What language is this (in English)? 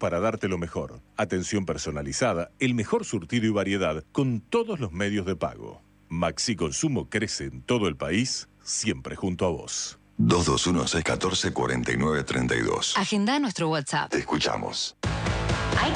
Spanish